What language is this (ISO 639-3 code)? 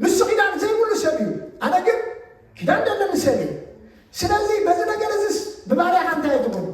tir